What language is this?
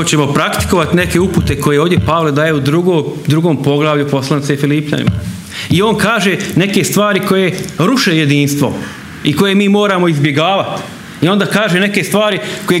Croatian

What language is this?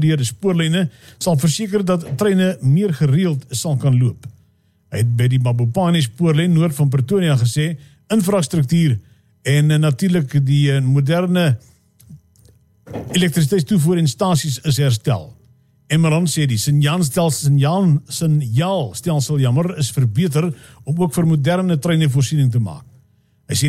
Afrikaans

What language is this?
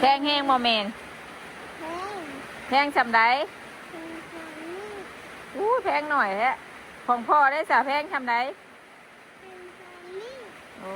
Northeastern Thai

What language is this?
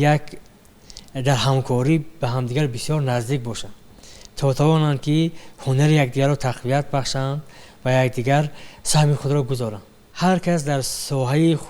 Tajik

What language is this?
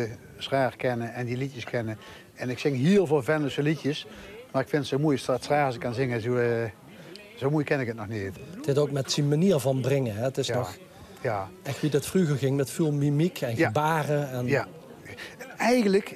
Limburgish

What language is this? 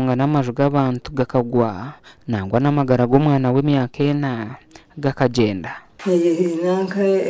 Nyankole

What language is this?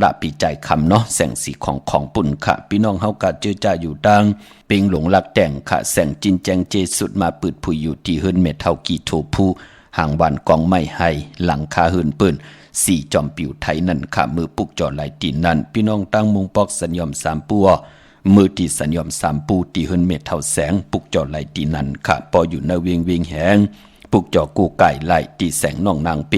Shan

